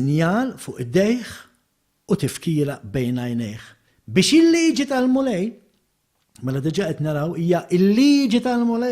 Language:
Maltese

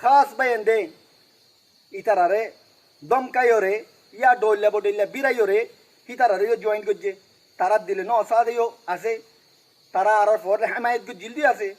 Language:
Rohingya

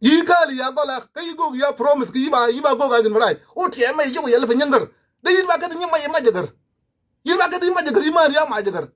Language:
Nuer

